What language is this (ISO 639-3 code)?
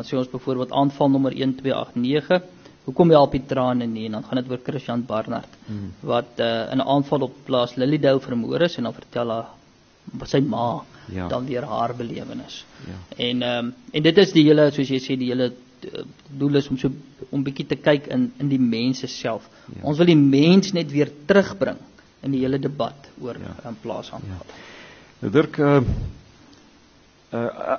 afr